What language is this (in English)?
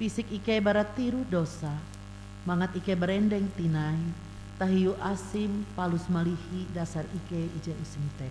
Ngaju